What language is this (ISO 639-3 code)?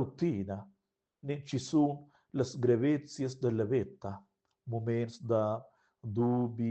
roh